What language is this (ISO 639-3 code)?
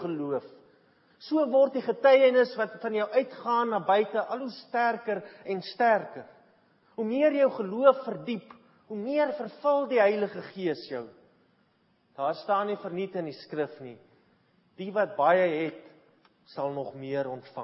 afr